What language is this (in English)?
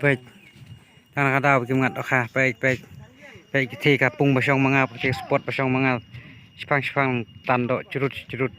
Khasi